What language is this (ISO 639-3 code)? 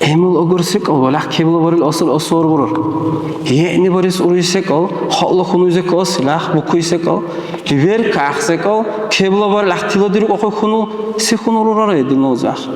dar